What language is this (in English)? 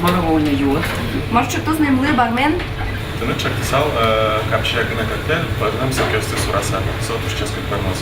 Udmurt